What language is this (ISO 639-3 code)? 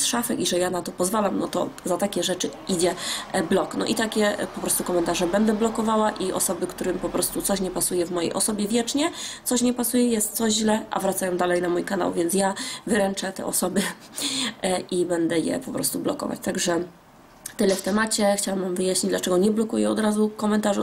pol